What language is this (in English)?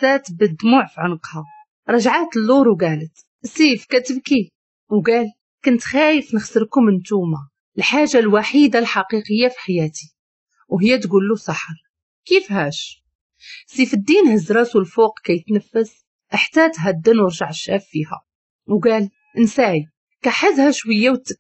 Moroccan Arabic